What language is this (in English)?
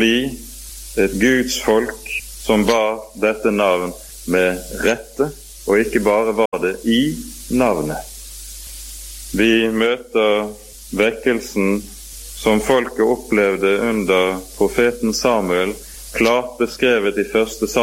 Norwegian